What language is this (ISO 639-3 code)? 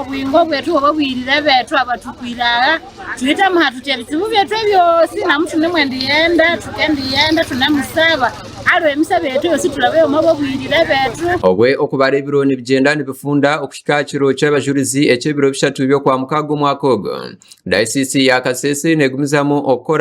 nyn